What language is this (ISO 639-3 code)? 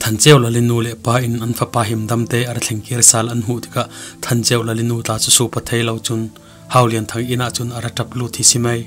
cfm